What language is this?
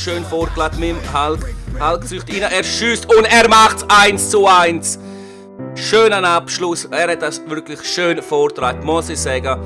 Swiss German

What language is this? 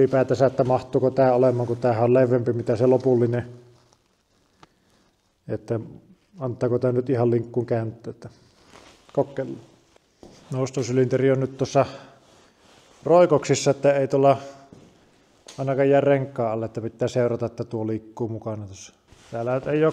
Finnish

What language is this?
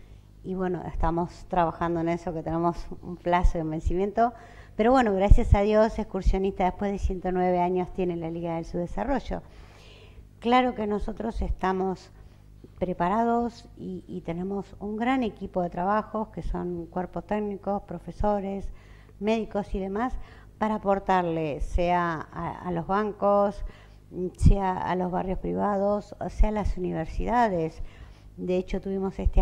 Spanish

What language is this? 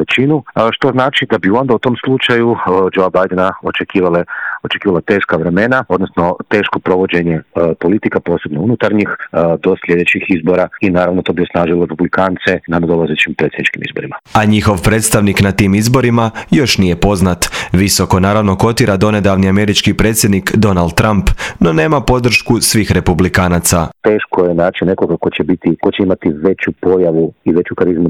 Croatian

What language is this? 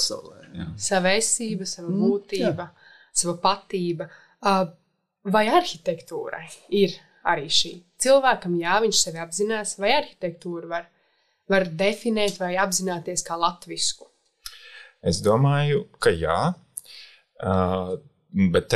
Latvian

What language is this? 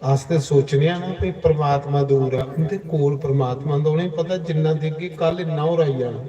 Dogri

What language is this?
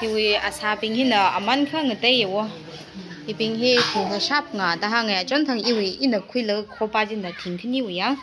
Tangkhul Naga (India)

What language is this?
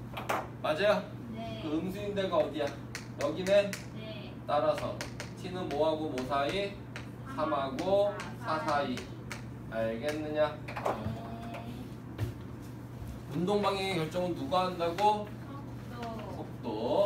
Korean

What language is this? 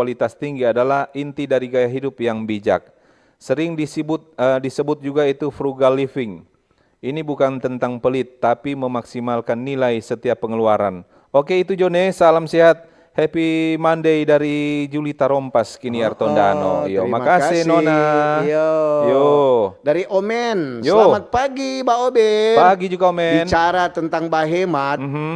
Manado Malay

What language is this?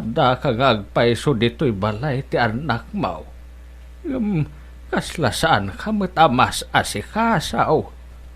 Iloko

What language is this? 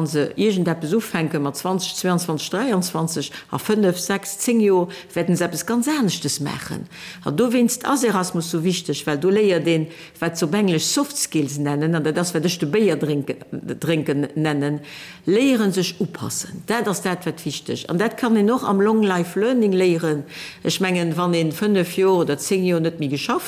Luxembourgish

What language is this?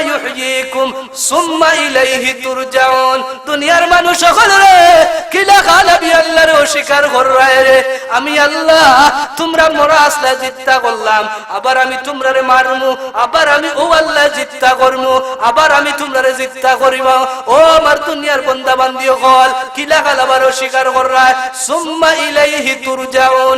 Sylheti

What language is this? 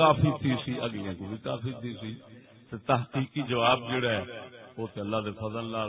Saraiki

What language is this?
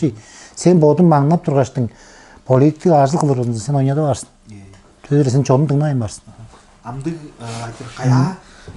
Tuvinian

